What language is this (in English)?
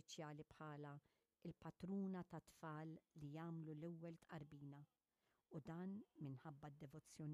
Maltese